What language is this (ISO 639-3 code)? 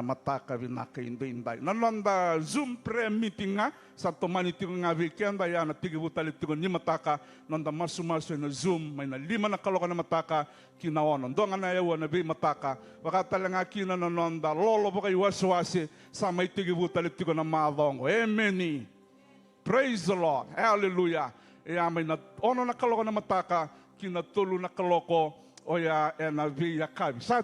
fij